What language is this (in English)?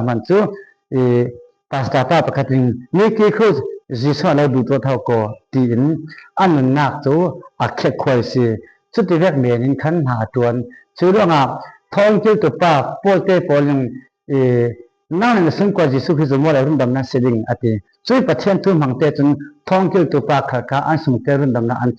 Falam Chin